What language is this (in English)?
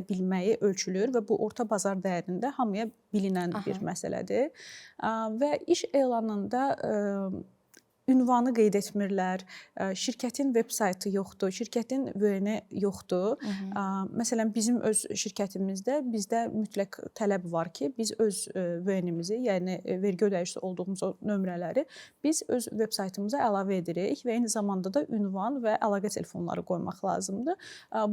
Azerbaijani